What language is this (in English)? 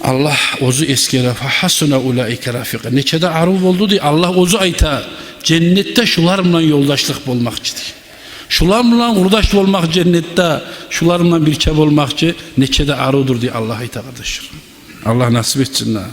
Kumyk